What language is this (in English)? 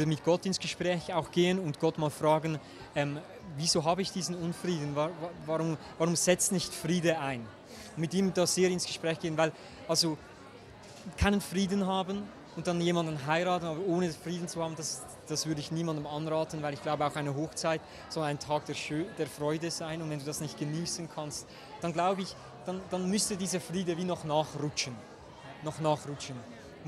Swiss German